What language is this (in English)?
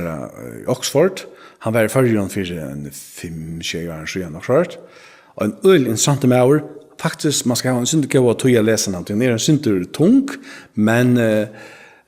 Faroese